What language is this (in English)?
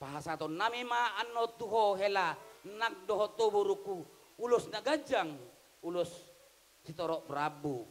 Batak Toba